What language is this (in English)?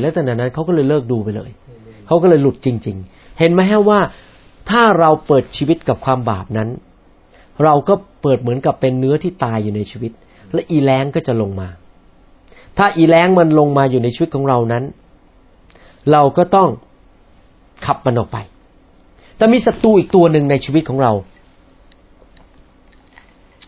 Thai